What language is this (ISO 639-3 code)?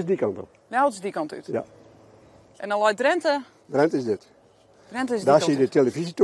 fry